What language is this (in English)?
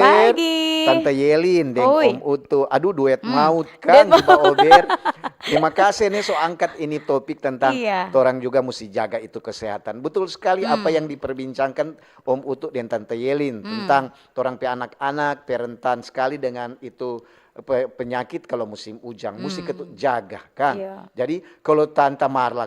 Manado Malay